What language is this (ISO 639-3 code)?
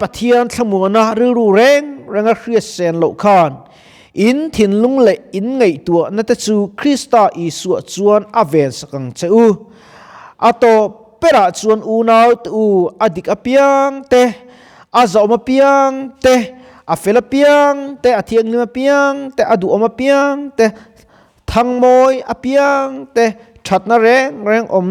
lus